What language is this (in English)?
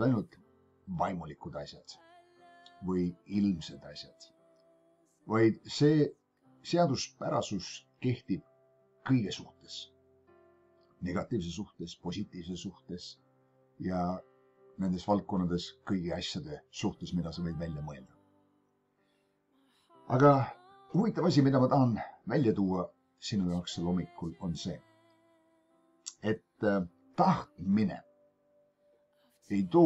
Estonian